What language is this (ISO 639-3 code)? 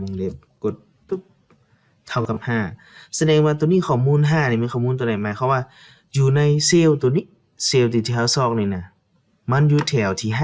lao